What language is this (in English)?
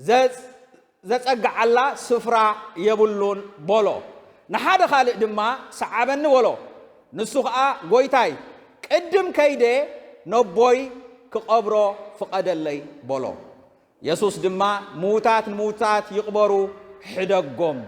Tigrinya